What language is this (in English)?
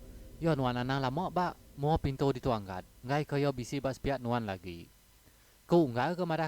Iban